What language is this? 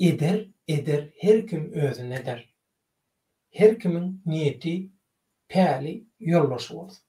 Turkmen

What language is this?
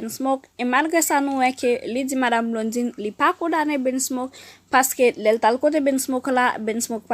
Haitian Creole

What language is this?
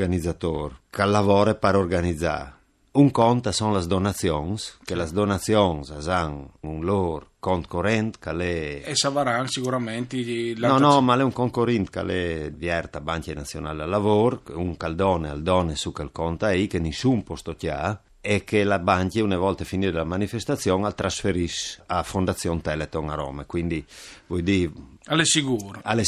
Friulian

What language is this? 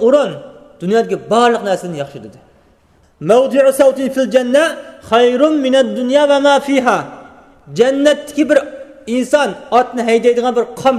Uyghur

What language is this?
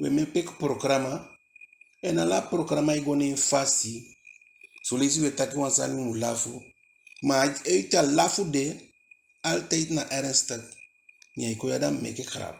Eastern Maroon Creole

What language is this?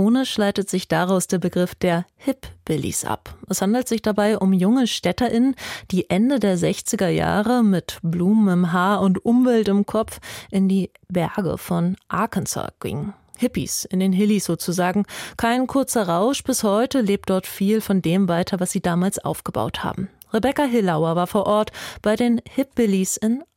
German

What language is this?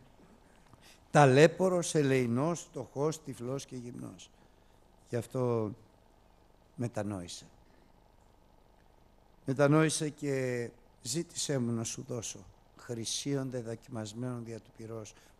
Greek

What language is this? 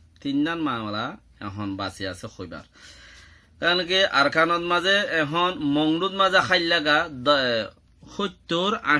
Rohingya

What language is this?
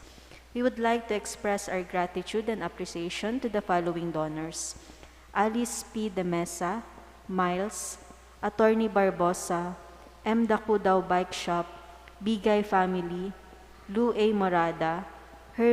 Bikol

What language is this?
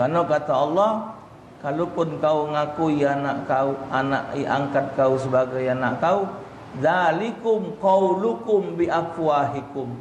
Musi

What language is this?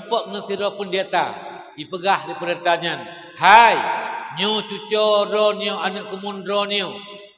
Achinese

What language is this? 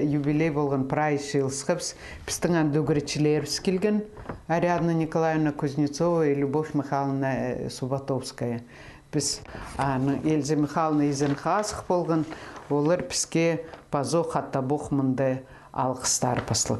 Khakas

